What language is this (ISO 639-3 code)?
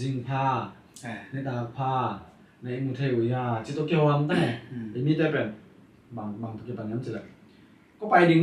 ctd